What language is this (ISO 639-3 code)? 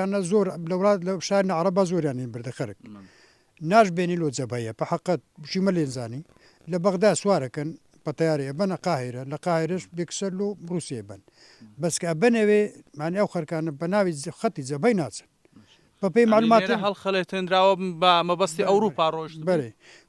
ckb